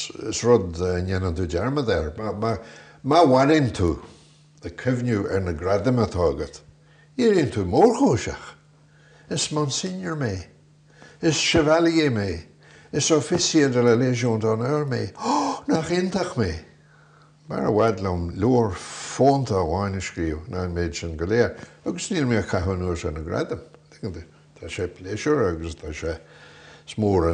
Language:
Irish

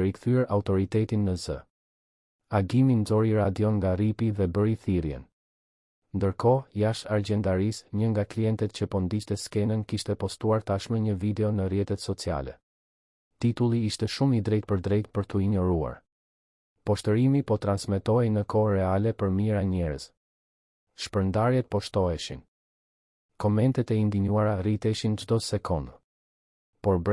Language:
Albanian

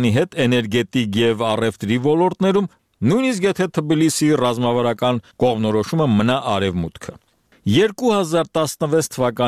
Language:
Armenian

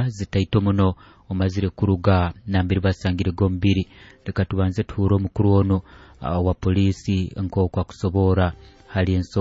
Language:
Nyoro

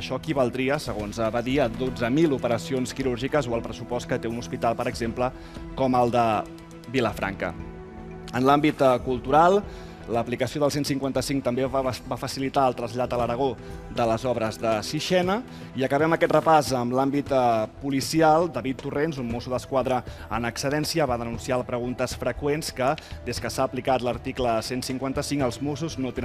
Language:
Catalan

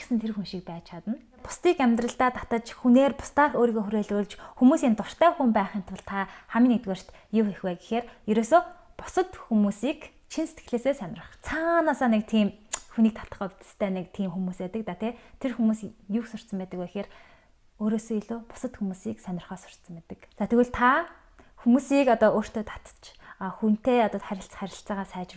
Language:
Mongolian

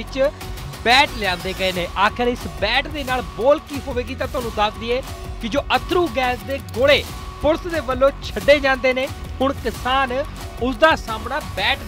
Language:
Punjabi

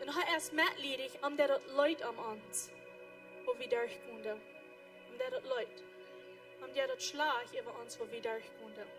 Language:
Plautdietsch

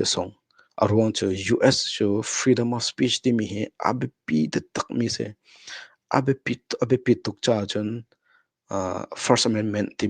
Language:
Hakha Chin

